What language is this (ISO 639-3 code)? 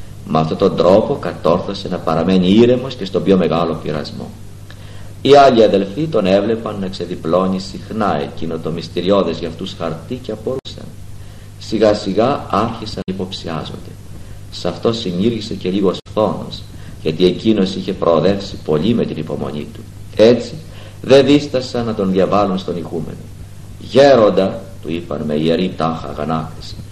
ell